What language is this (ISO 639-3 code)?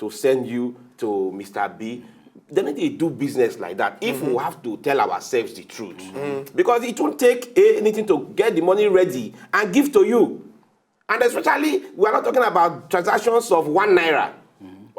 pcm